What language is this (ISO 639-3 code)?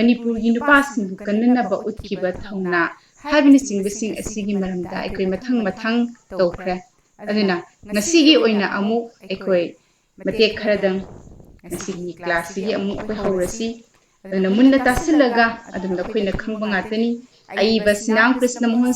mni